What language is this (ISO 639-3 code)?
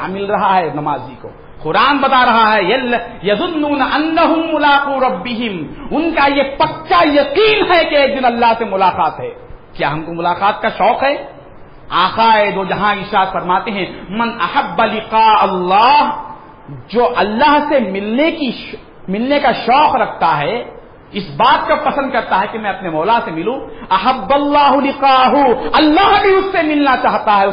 urd